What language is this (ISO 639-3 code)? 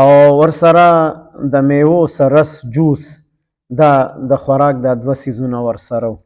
pus